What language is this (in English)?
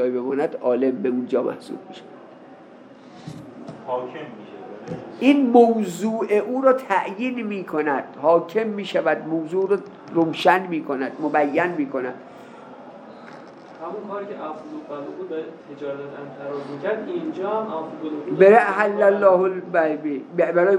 Persian